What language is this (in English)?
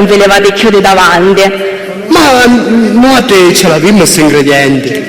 Sicilian